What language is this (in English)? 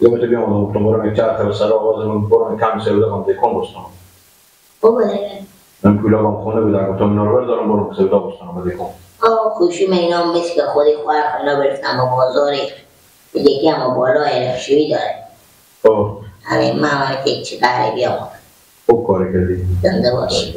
Persian